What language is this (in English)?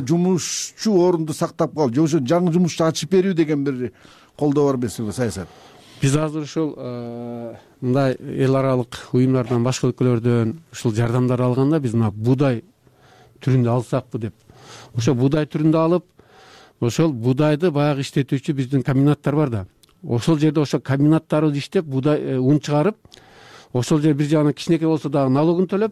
Kyrgyz